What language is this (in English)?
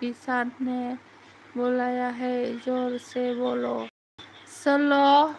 Bodo